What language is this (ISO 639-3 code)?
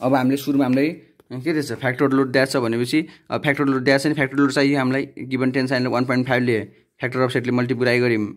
nep